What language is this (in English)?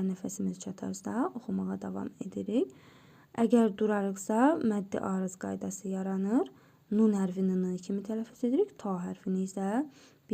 Azerbaijani